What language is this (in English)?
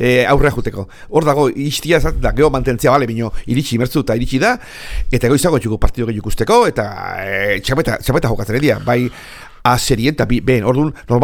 Basque